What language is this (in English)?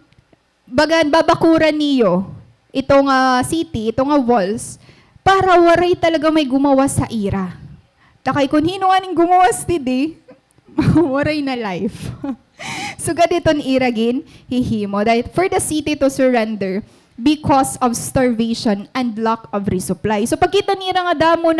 Waray